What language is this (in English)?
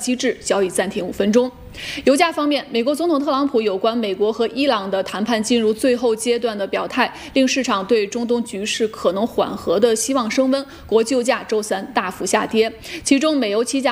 Chinese